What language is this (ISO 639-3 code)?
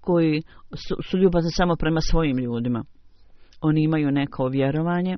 bos